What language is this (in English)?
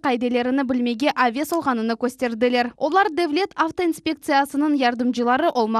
Crimean Tatar